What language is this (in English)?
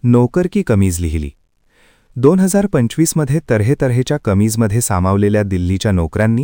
Marathi